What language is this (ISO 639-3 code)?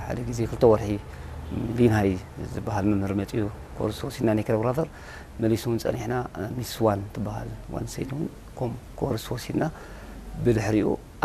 tir